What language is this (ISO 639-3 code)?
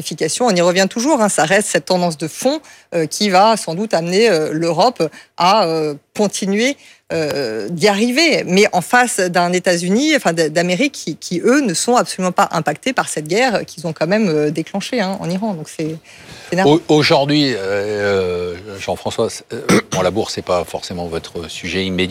fra